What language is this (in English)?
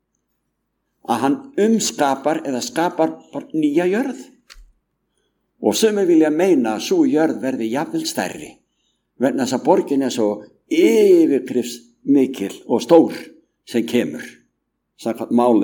Icelandic